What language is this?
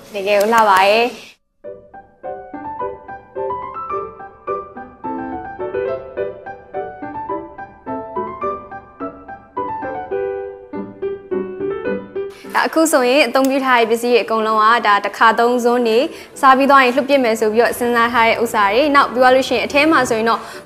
Burmese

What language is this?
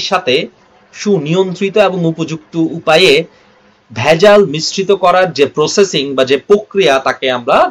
Bangla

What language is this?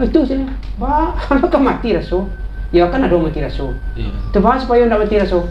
Minangkabau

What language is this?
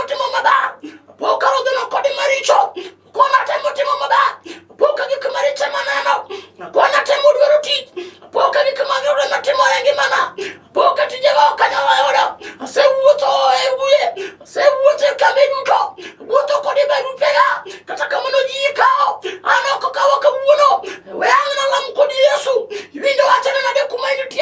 Luo (Kenya and Tanzania)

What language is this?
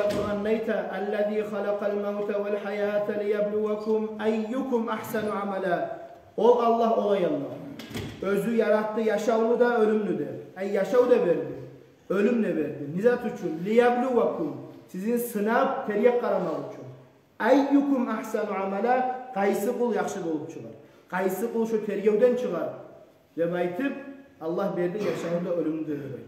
Kumyk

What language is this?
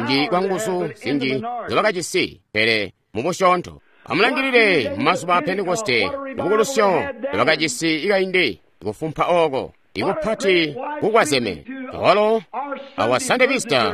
Tonga (Zambia)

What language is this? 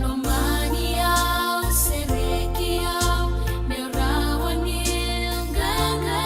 Fijian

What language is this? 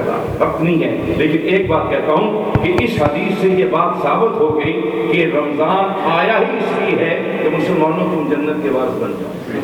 Urdu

